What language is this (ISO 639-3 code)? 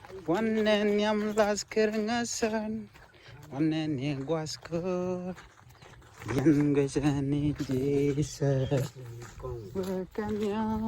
nus